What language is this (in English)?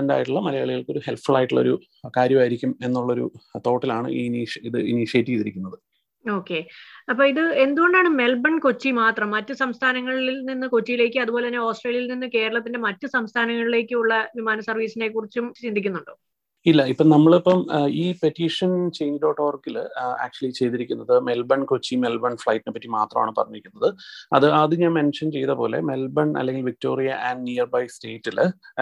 Malayalam